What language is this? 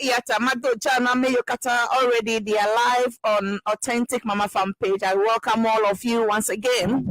Ewe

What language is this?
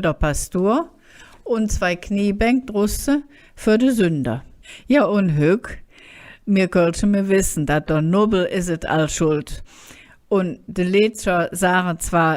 Colognian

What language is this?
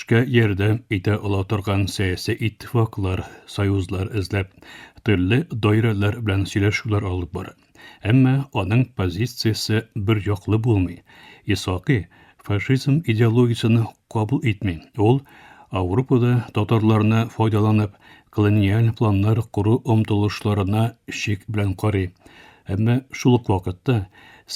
Tatar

